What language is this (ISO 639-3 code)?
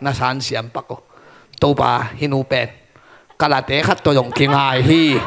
ctd